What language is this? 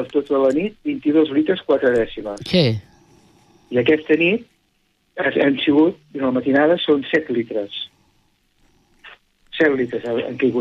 Catalan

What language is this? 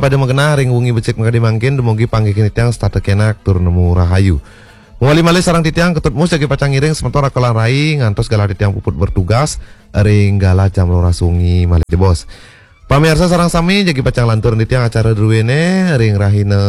Balinese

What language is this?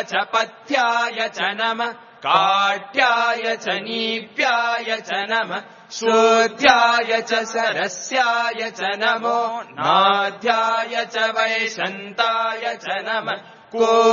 Sanskrit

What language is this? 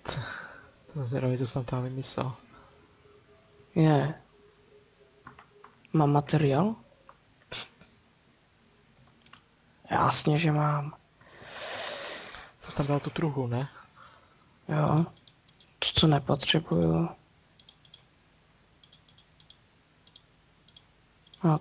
Czech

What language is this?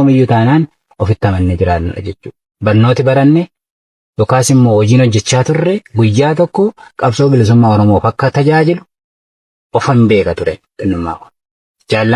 Oromo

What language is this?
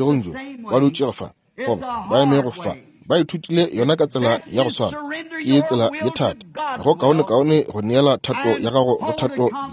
Northern Sotho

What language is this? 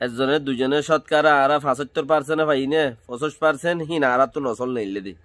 Rohingya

